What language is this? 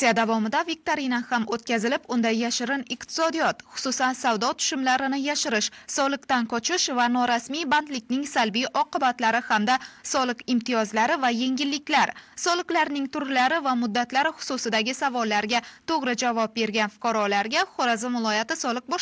Uzbek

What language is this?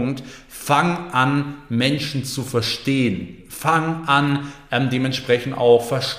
German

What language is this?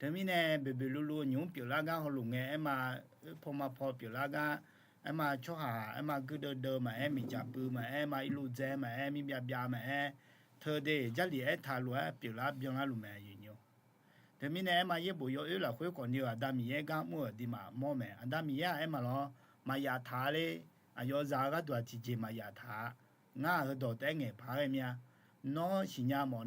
Akha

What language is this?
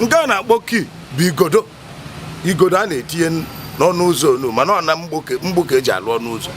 Igbo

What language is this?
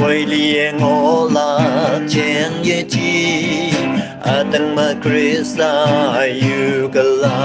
Naga Pidgin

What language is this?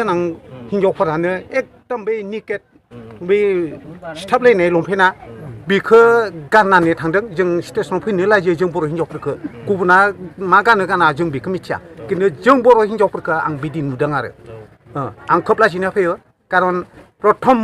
Bodo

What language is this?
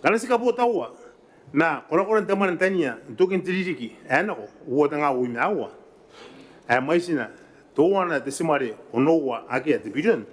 Gilbertese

